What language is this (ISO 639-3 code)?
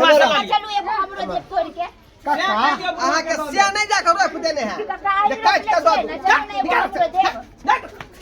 mai